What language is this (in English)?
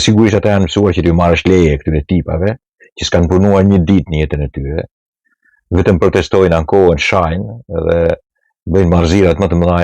Albanian